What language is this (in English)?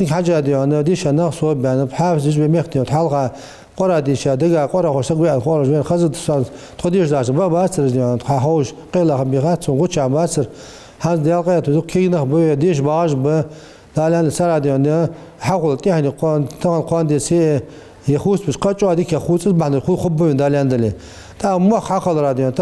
Ingush